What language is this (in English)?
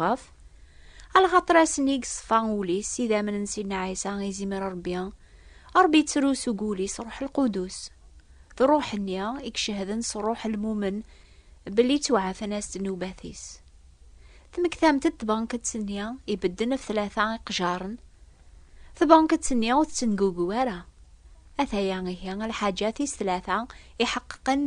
Kabyle